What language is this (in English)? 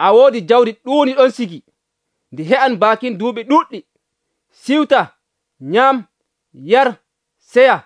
Nigerian Fulfulde